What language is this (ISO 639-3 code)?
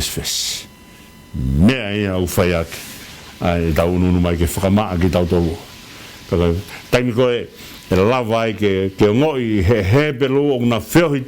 ton